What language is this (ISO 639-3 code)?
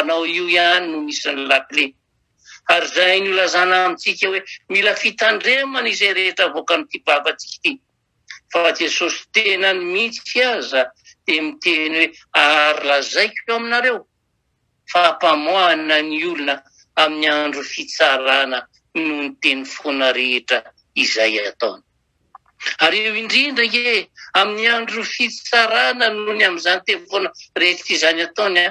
mlg